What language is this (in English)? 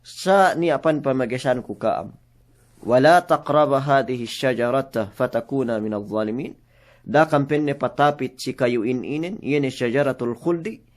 Yakan